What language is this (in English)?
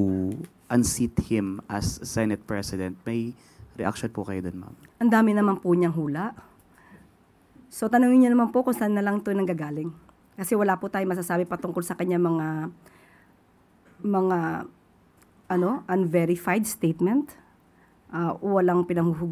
Filipino